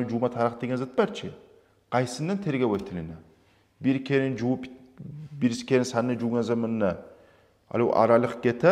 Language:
Kumyk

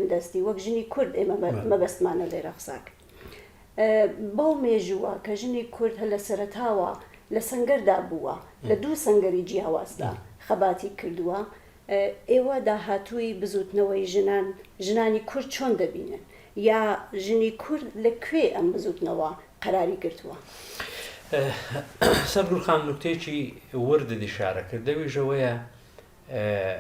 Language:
Central Kurdish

